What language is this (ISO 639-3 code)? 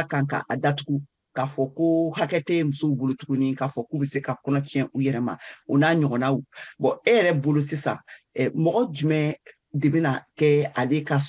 bam